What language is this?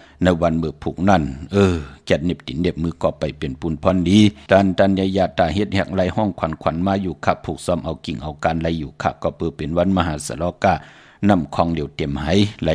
Shan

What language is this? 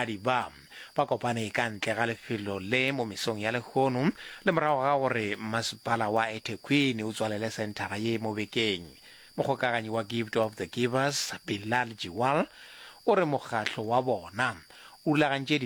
Northern Sotho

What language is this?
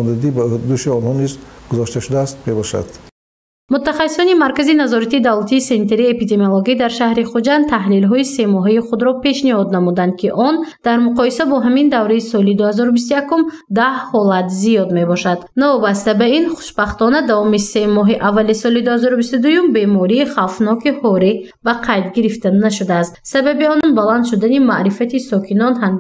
Tajik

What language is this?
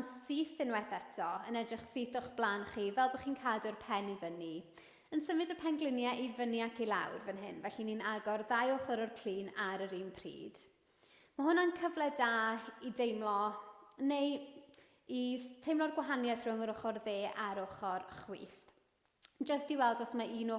Welsh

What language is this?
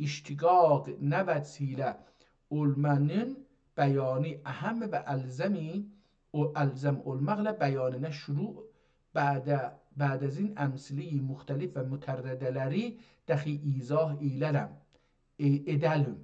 South Azerbaijani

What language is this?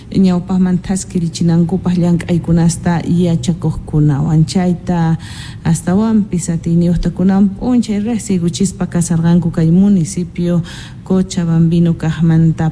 South Bolivian Quechua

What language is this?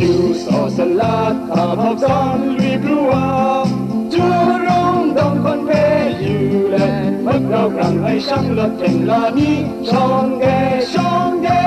Kachin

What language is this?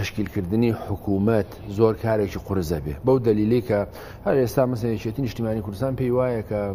Central Kurdish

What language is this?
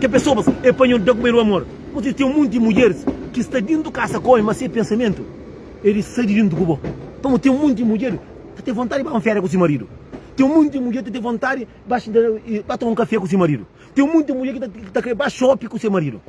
Kabuverdianu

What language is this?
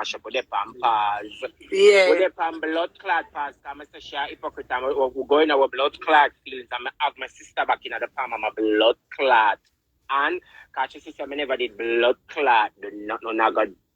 Jamaican Creole English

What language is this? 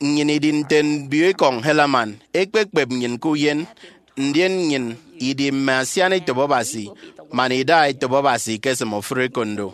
Efik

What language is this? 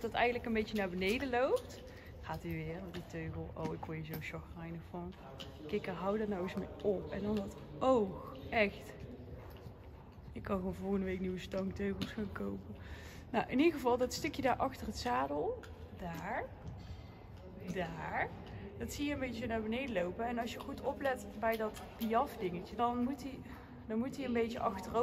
Dutch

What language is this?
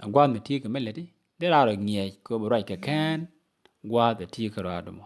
Nuer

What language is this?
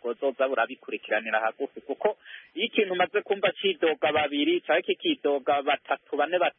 Kinyarwanda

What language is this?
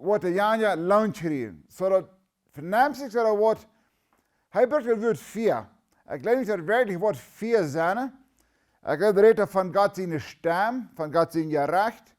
Plautdietsch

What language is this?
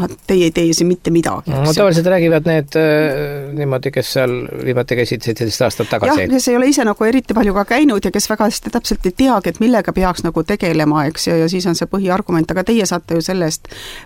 Estonian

